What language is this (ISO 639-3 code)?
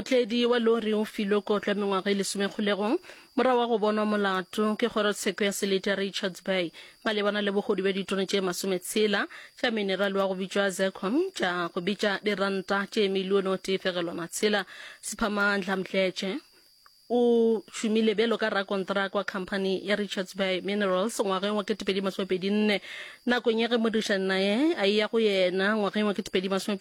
nso